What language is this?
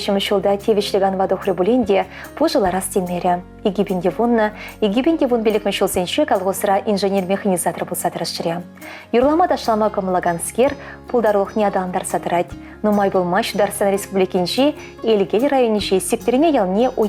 Chuvash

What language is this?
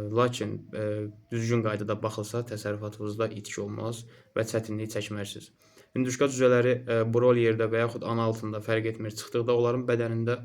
Azerbaijani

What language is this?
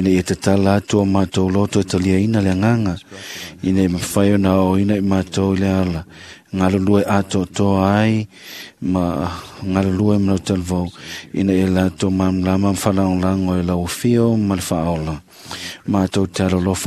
Samoan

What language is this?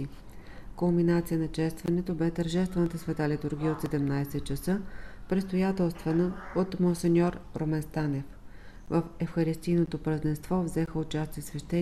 Bulgarian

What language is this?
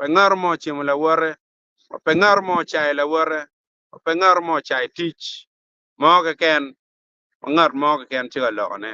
Acoli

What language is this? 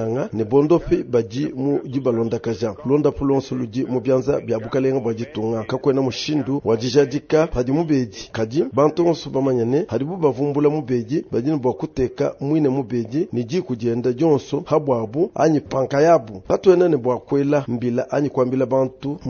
Luba-Lulua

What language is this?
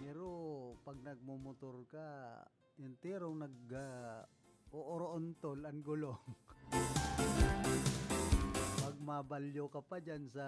Bikol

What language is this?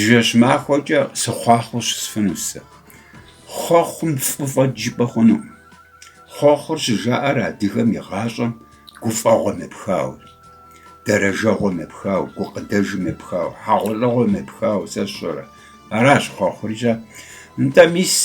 Kabardian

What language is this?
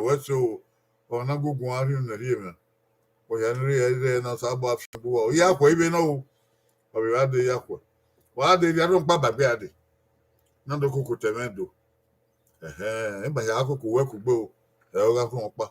Bini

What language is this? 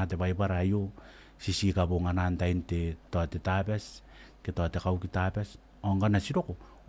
Gilbertese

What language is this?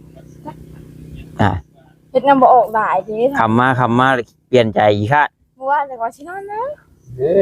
Northeastern Thai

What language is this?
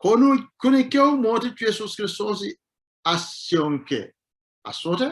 Sidamo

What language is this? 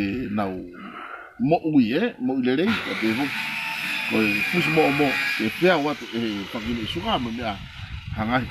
Tongan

